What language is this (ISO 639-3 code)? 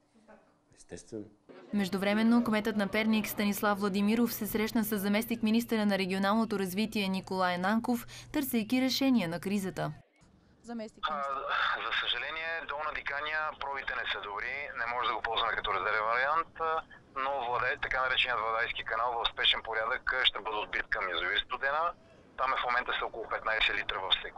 bul